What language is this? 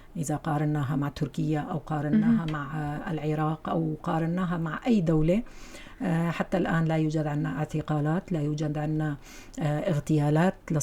North Levantine Arabic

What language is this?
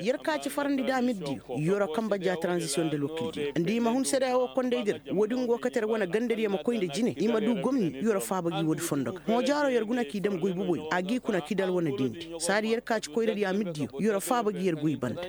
Koyraboro Senni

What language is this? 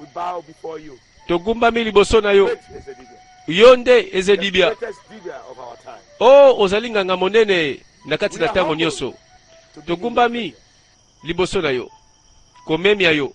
Lingala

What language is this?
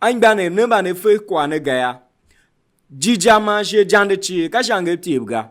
Tiv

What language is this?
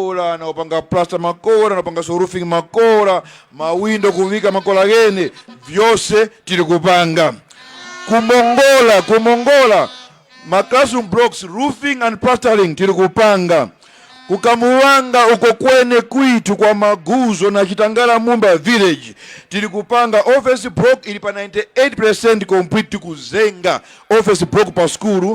Tumbuka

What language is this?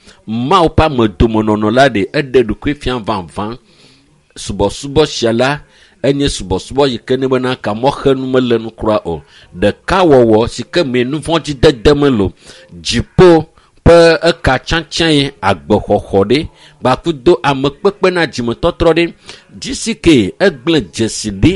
Ewe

